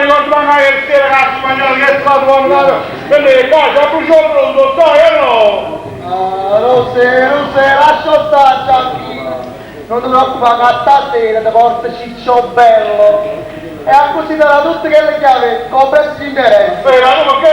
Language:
Neapolitan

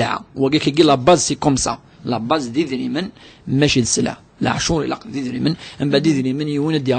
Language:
Kabyle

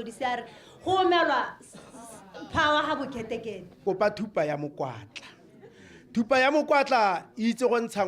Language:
Tswana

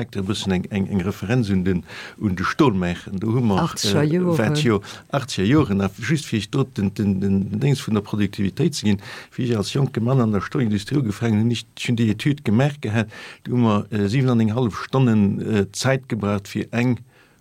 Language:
Luxembourgish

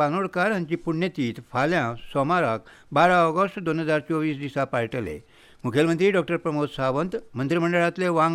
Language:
Konkani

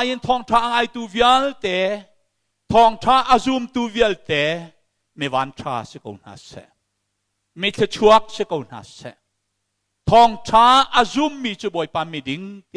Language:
Hakha Chin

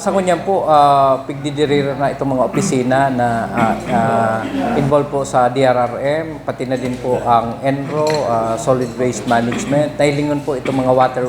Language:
Bikol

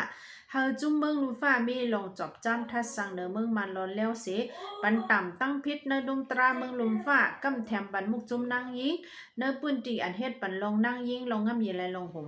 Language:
Shan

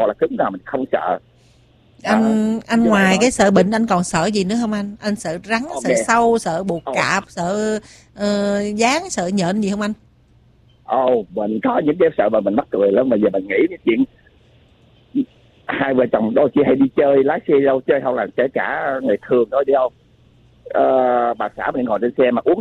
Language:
Vietnamese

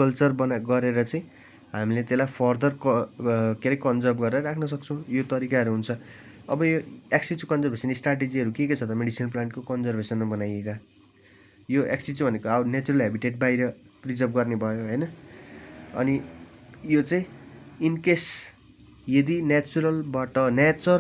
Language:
Nepali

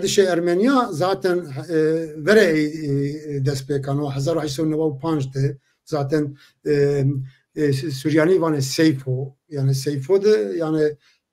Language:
Zaza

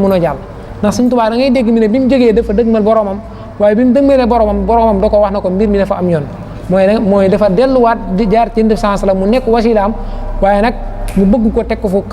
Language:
Wolof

